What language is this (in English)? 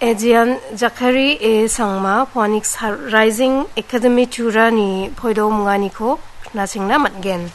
Garo